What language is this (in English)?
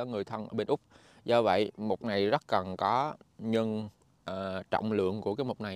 Vietnamese